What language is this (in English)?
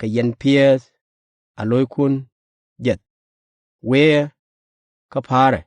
Nuer